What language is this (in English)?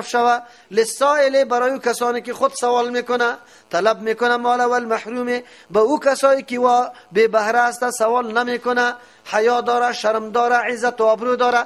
Persian